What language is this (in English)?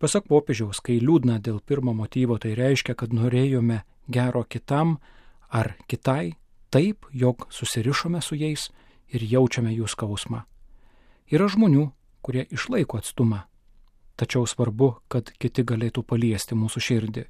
Lithuanian